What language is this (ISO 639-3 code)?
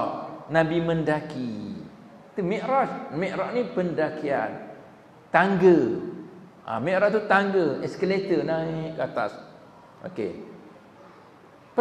msa